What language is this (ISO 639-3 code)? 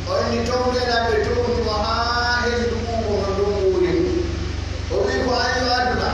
fuf